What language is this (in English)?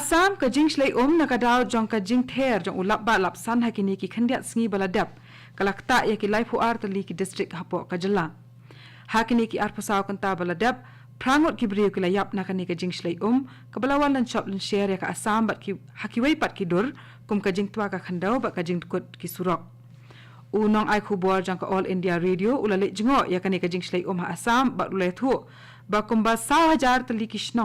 Khasi